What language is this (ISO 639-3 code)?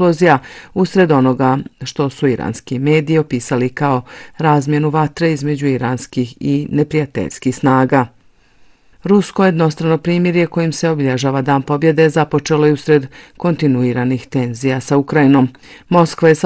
bos